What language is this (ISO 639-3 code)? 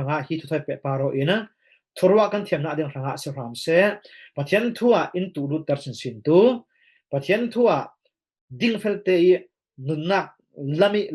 cfm